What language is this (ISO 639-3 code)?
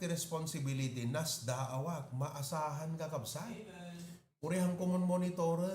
ilo